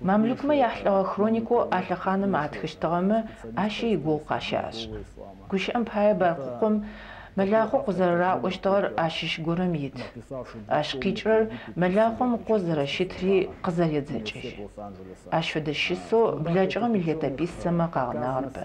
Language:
Adyghe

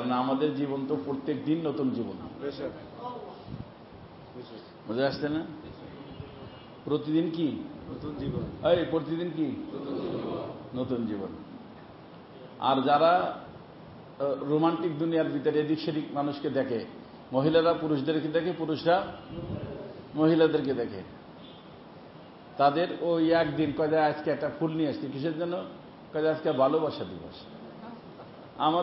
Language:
Bangla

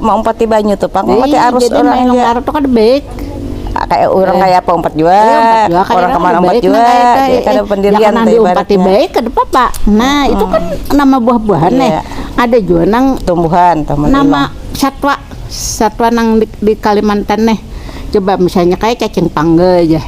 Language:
Banjar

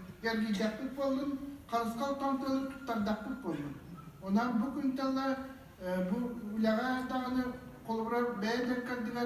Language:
Yakut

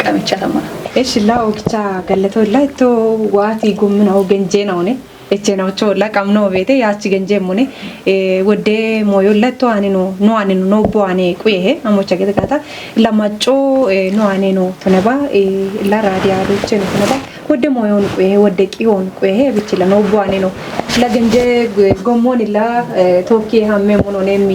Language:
Kafa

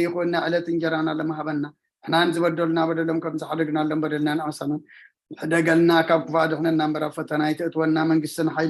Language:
Tigrinya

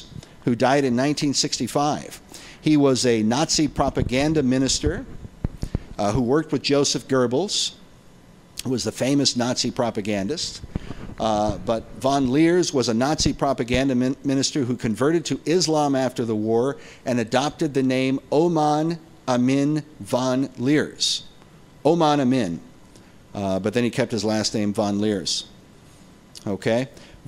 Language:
English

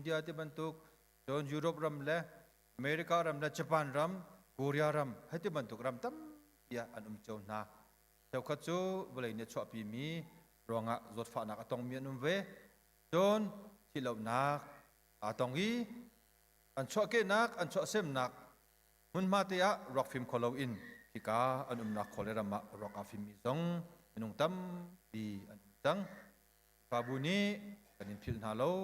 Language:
Hakha Chin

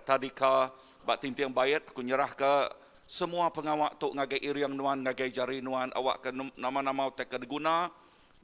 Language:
Iban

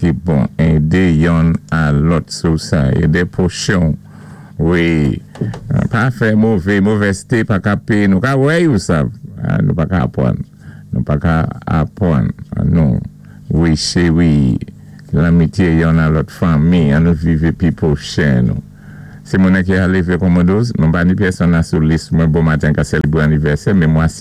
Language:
Saint Lucian Creole French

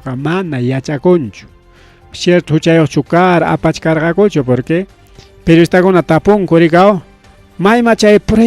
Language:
Ayacucho Quechua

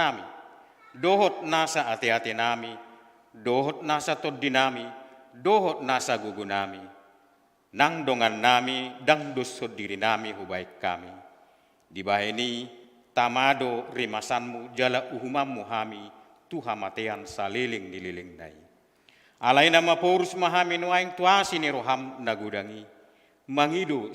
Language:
Batak Toba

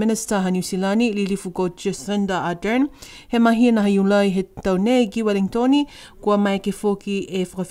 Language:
Niuean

